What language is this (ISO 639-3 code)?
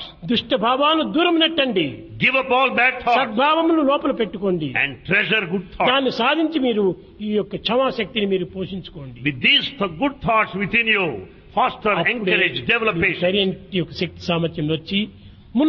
tel